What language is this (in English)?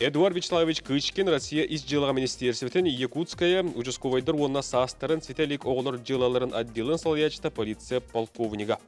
Yakut